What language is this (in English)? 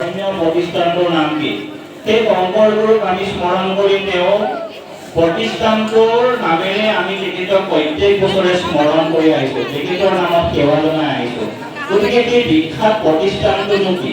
Assamese